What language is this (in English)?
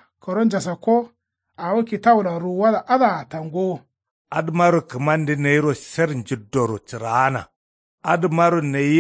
Kanuri